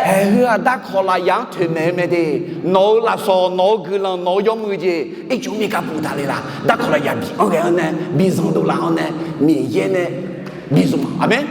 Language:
Akha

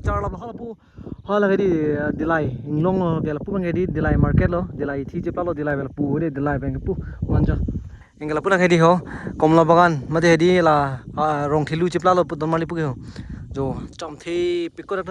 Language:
Karbi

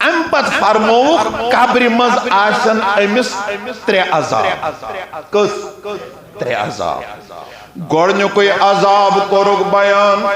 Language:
Kashmiri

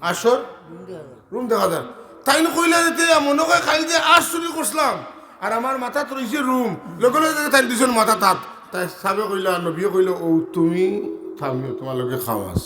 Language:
Sylheti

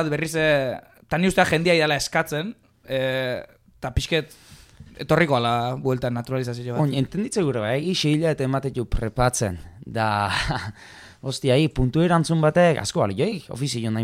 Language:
Basque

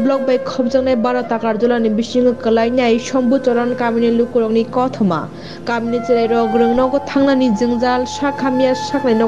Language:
Kok Borok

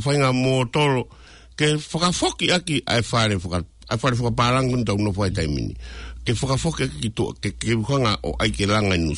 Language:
Tongan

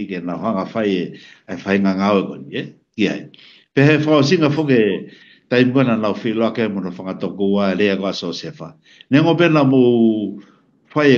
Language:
Tongan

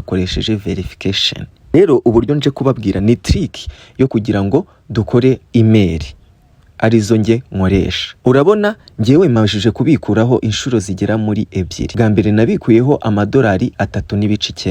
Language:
Kinyarwanda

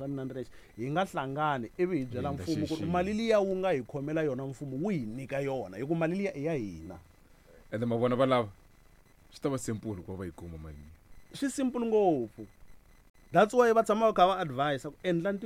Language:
Tsonga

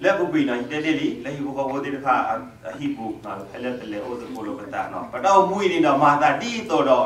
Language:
S'gaw Karen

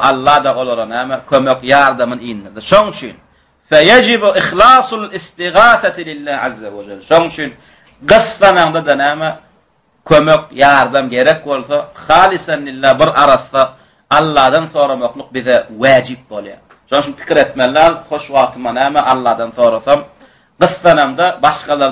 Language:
Turkmen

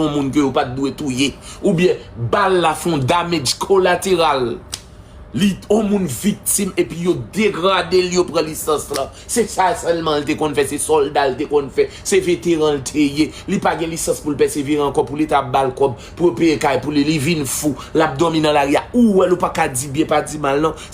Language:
Haitian Creole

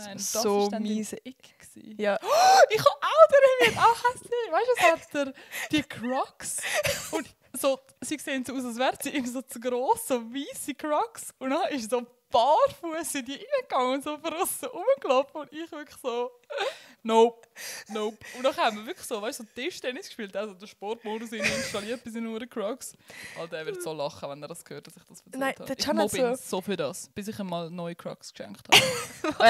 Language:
Swiss German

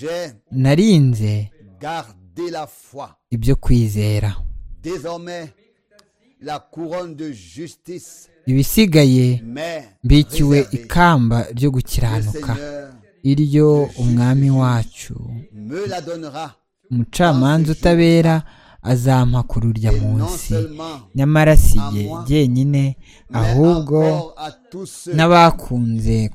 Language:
Kinyarwanda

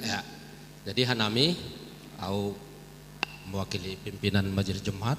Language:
Batak Simalungun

